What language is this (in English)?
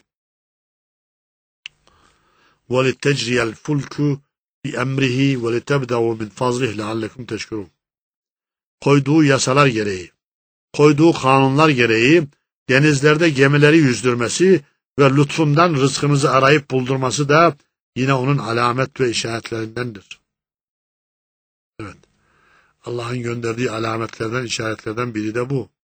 Turkish